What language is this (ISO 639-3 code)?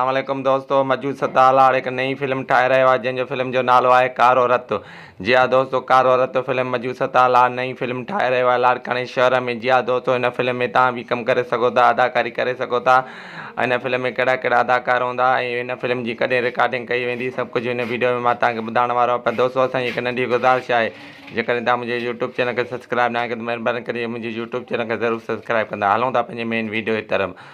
snd